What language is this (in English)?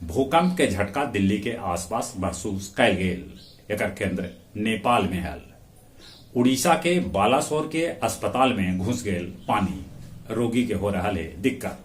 Magahi